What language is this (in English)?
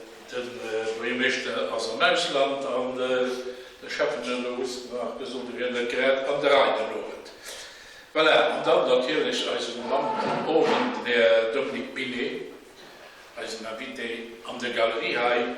Luxembourgish